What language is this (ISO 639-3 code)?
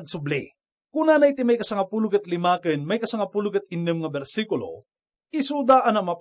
ilo